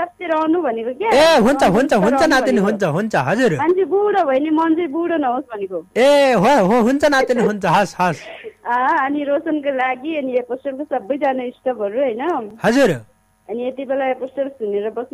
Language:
Nepali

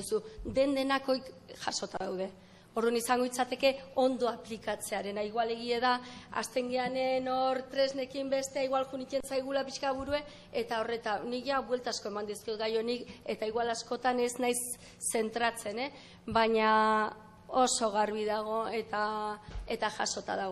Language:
Basque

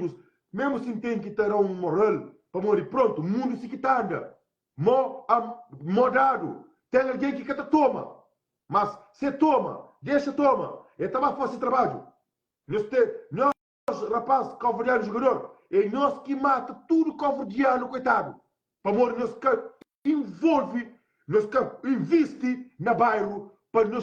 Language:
Kabuverdianu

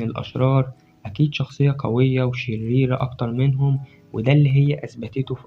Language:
Egyptian Arabic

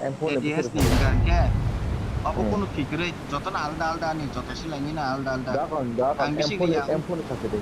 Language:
Kok Borok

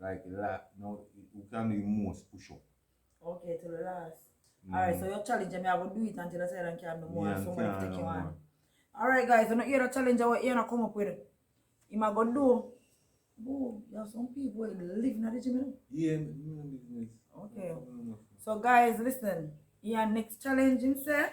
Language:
Jamaican Creole English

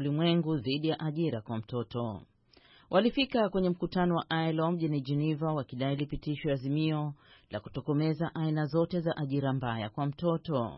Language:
Swahili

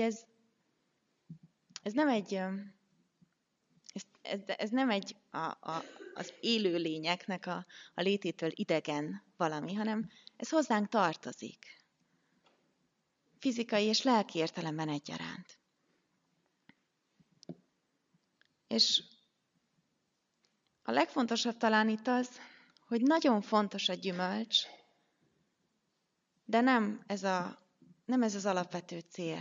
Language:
Hungarian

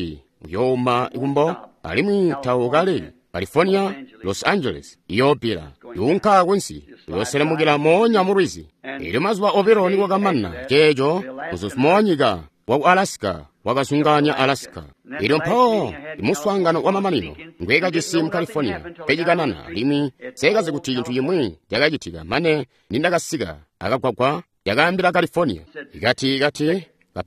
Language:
Tonga (Zambia)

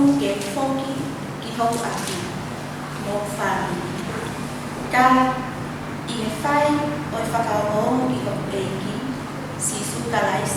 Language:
Tongan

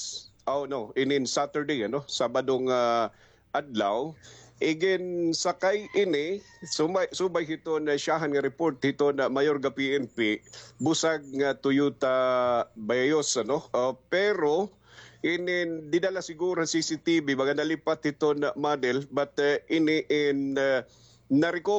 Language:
Waray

